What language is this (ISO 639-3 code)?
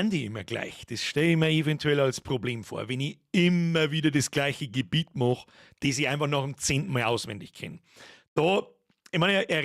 bar